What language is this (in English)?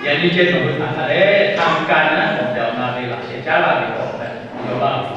Lahu